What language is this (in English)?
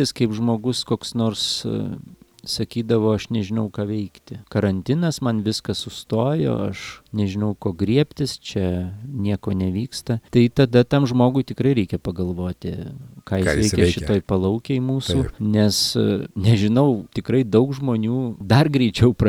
Lithuanian